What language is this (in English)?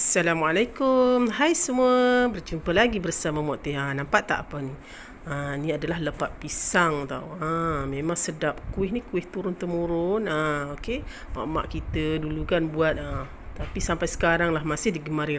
Malay